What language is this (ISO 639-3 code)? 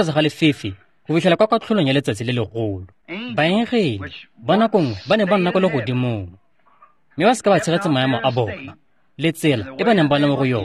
tsn